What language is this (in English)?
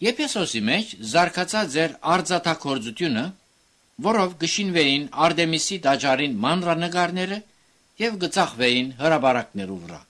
Armenian